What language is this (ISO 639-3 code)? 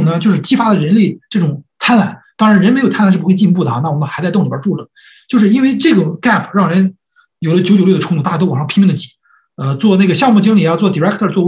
zho